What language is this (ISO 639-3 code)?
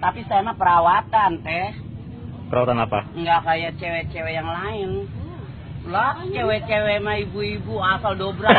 bew